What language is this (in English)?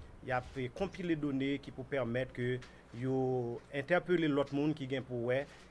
Haitian Creole